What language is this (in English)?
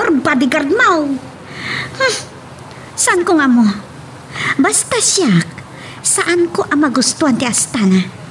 Iloko